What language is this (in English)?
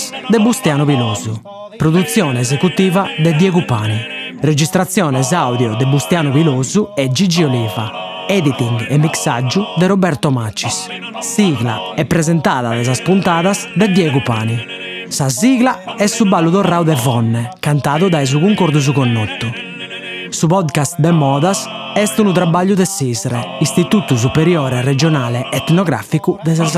Sardinian